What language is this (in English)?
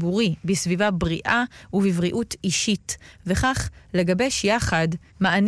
Hebrew